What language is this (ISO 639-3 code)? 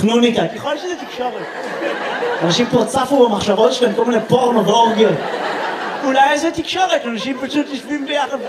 heb